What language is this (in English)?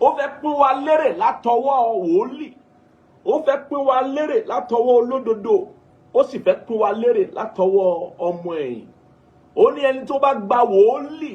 Yoruba